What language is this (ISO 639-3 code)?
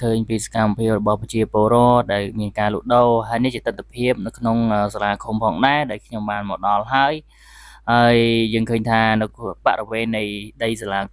khm